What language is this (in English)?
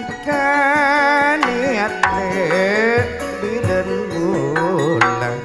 Madurese